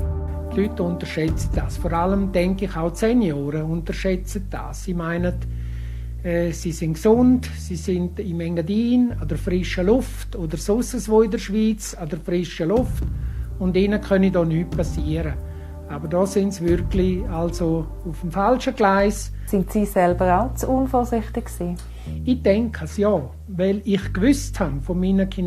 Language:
Swiss German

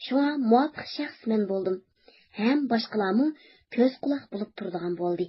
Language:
Uyghur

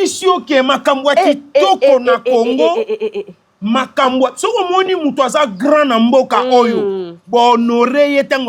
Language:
Lingala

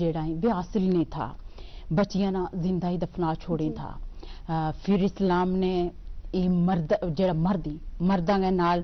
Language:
Gujari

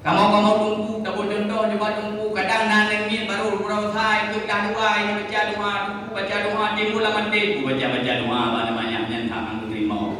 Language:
Achinese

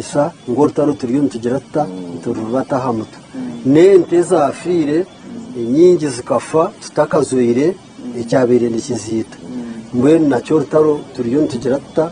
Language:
Nyankole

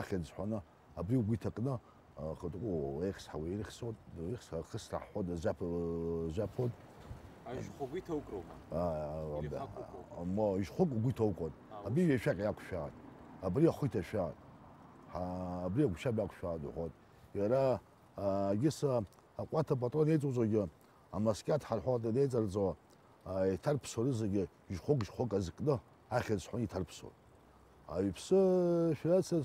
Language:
Abkhazian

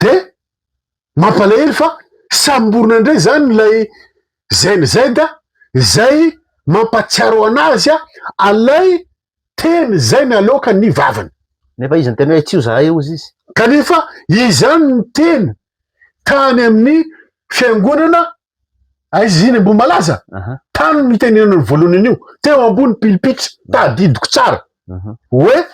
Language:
Malagasy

